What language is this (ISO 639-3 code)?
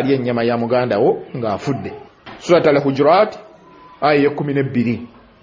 lug